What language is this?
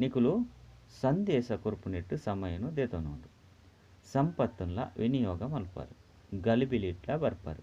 Tulu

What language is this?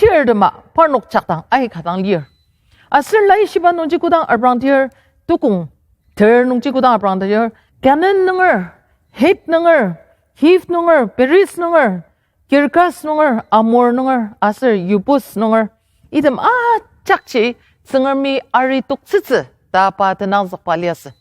Ao Naga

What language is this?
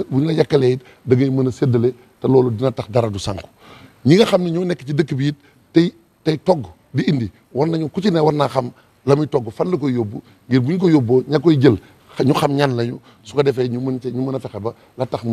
Wolof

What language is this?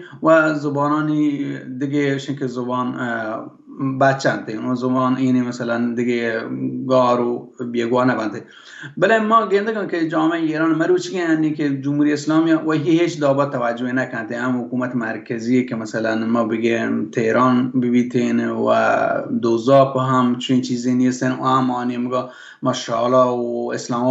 Baluchi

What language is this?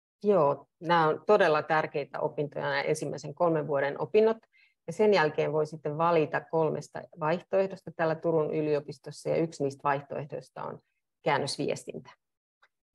Finnish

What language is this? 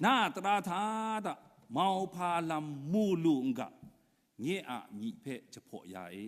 Kachin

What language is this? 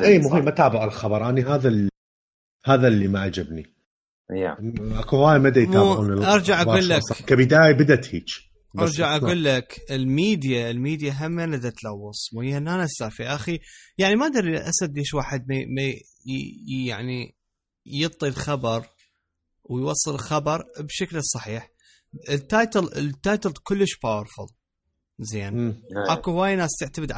Mesopotamian Arabic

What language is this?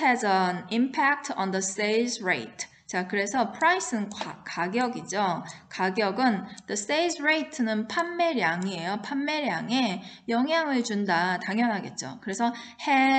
Korean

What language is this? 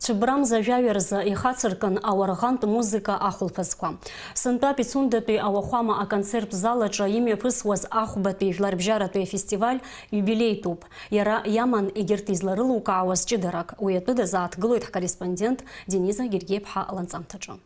Abkhazian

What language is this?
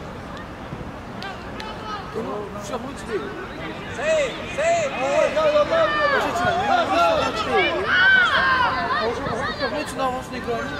Turkish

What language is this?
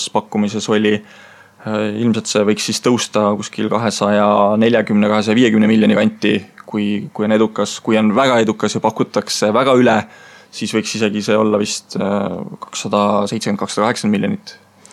Estonian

